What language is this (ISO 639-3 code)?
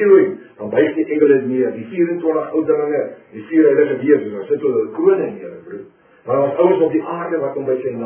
afr